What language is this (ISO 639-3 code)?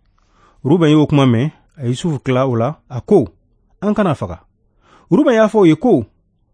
bam